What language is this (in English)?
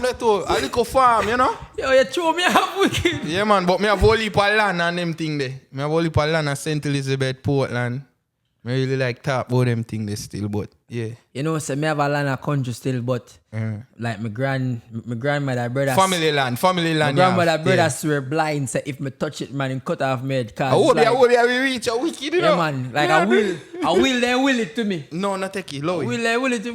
Jamaican Creole English